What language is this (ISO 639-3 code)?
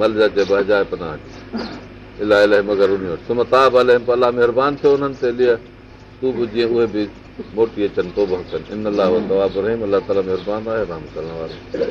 snd